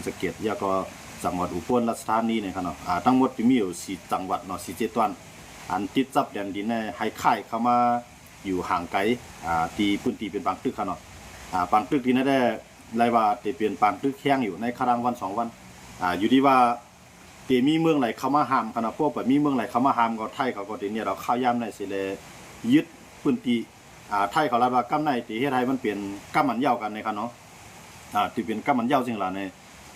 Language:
Shan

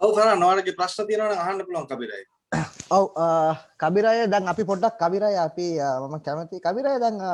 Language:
Sinhala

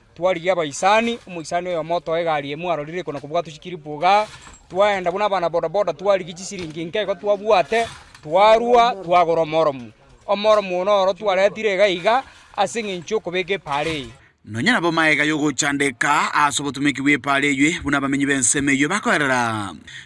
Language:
Gusii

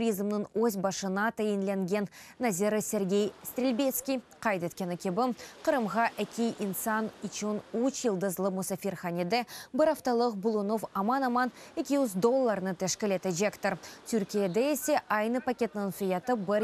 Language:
Crimean Tatar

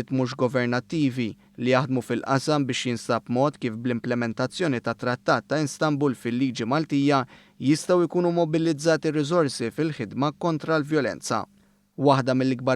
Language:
Maltese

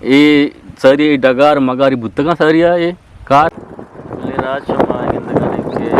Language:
Eastern Balochi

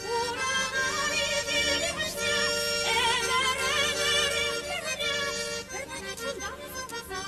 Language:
Chuvash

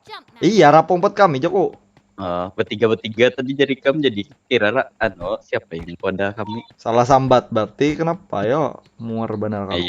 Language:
Banjar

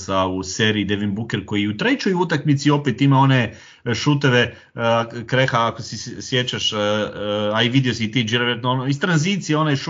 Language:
Croatian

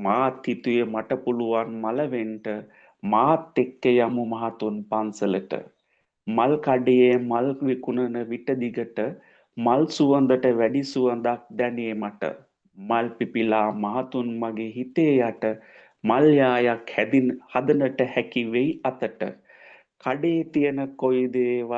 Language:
Sinhala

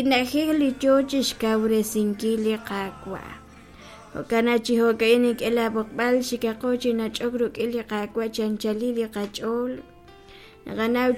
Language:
Kekchí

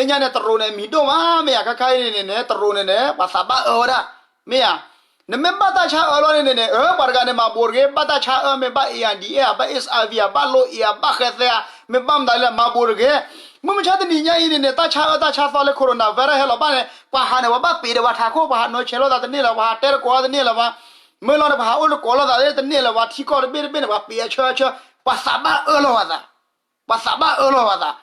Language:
S'gaw Karen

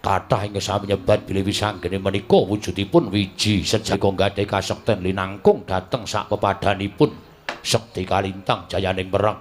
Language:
Javanese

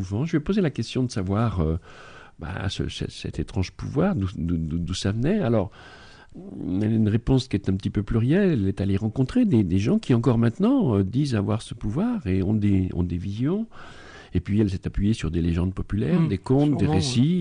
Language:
French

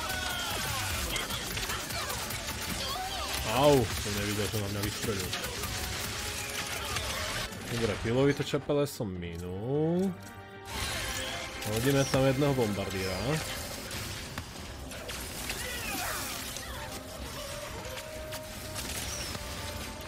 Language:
Slovak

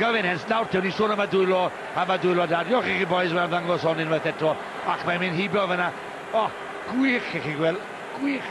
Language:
Welsh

